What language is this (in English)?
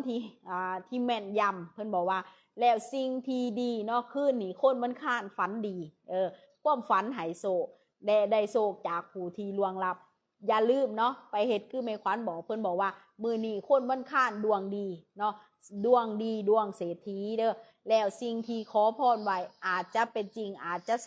Lao